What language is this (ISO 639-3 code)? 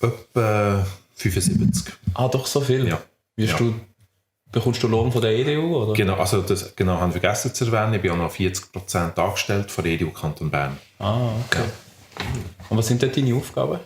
gsw